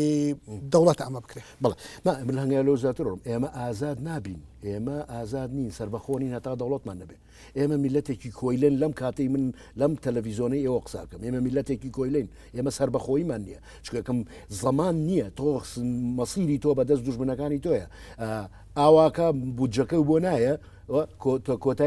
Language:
Central Kurdish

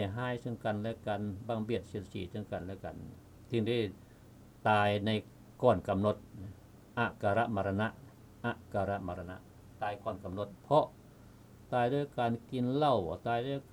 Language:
Lao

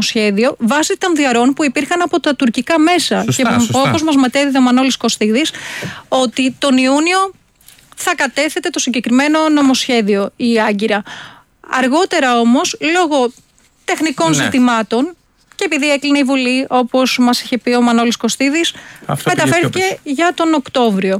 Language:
Greek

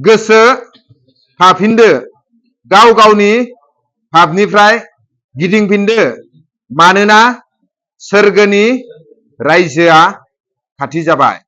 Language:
Bodo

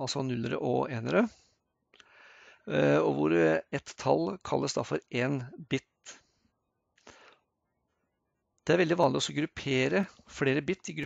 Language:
Norwegian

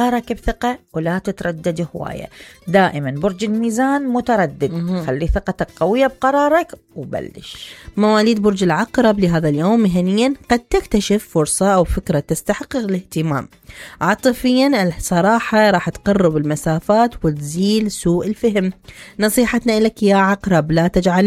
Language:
Mesopotamian Arabic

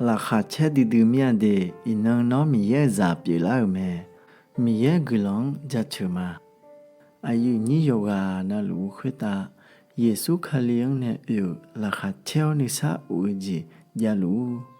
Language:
Akha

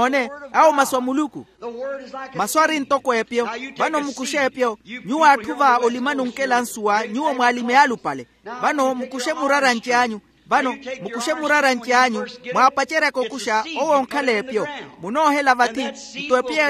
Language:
Makhuwa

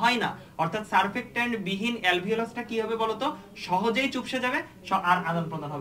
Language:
Bangla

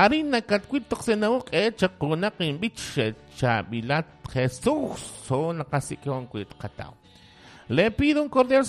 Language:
Kekchí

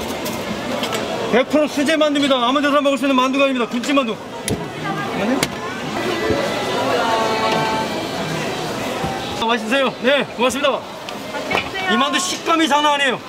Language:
Korean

